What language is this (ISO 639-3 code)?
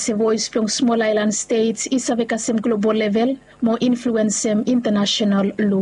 bis